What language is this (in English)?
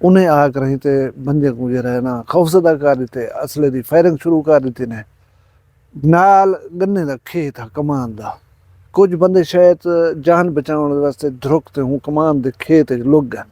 Saraiki